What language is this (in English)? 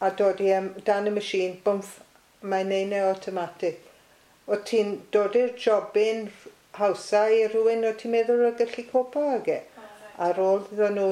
Welsh